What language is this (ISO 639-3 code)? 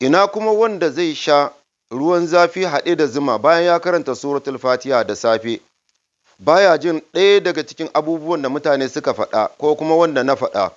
hau